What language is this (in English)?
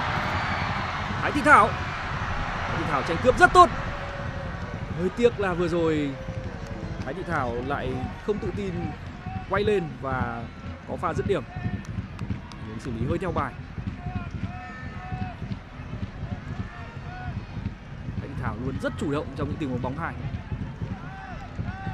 Vietnamese